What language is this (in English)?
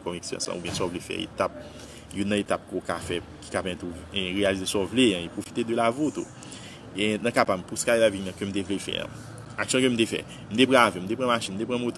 Haitian Creole